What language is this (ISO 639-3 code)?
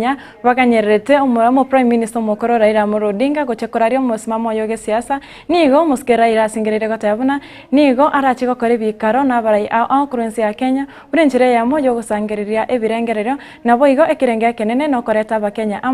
guz